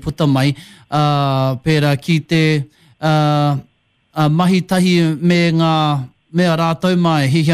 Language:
Māori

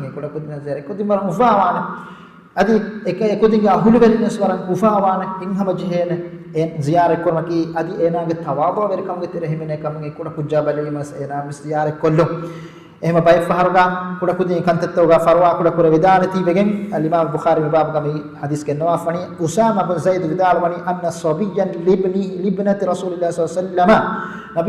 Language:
Divehi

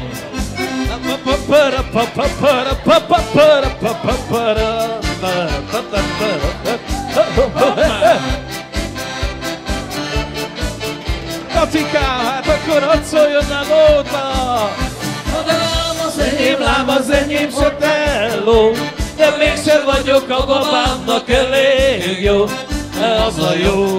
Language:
Hungarian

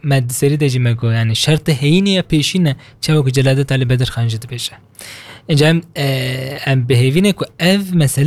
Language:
Kurdish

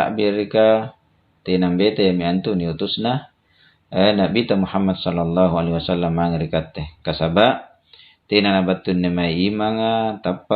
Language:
Makasar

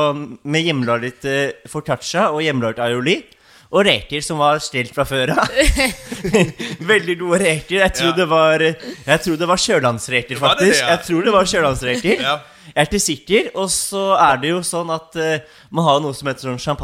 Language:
Norwegian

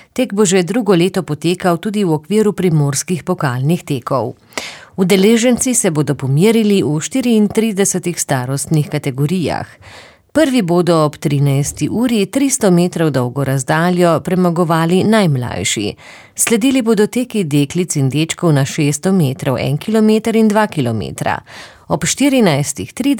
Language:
Slovenian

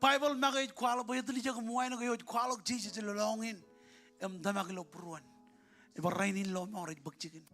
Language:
Marshallese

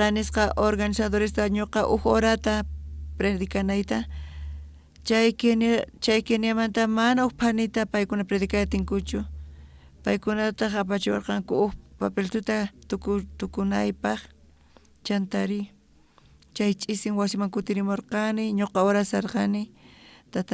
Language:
South Bolivian Quechua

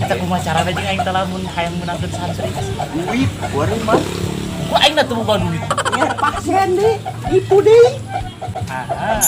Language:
Sundanese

